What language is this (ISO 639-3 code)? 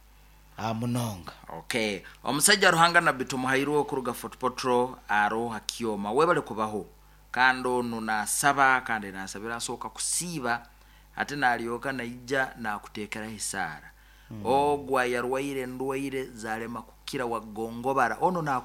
nyo